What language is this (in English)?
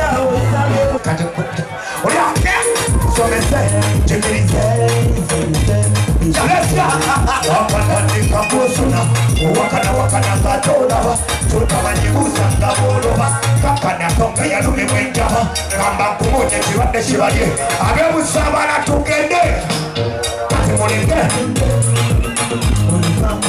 Ganda